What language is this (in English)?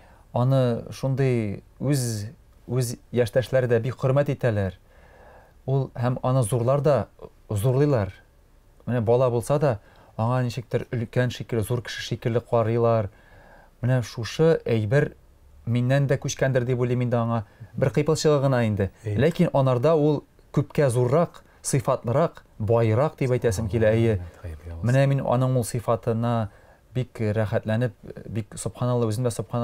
Tatar